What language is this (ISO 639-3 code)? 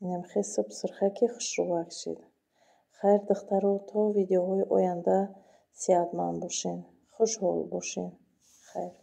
tgk